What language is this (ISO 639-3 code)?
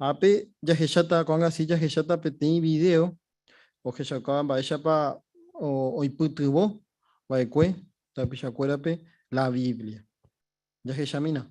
grn